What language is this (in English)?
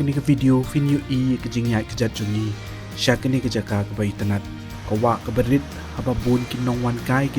Khasi